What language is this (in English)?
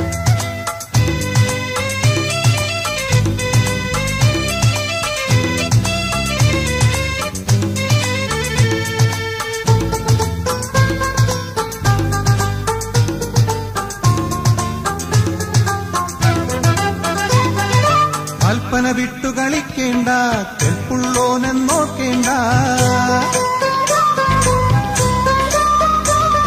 Malayalam